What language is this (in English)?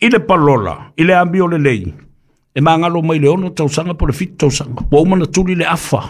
Samoan